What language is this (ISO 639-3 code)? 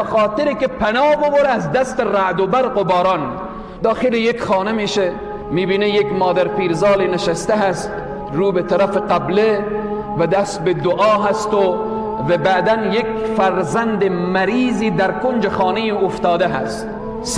fas